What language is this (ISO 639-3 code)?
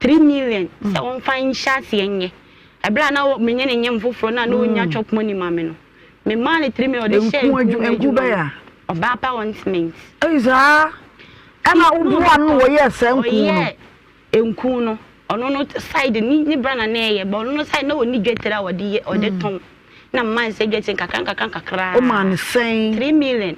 aka